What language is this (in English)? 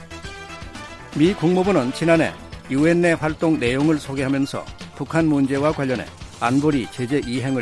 Korean